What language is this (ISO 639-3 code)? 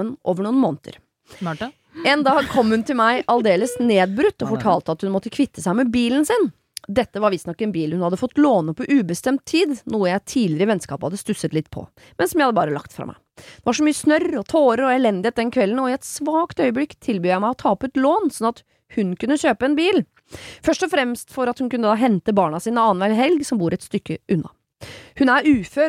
nor